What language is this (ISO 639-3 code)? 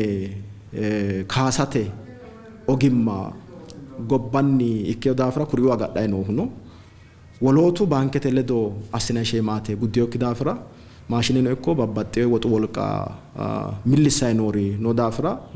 sid